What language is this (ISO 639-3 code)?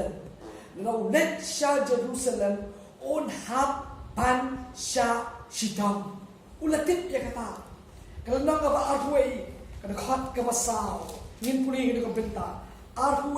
kha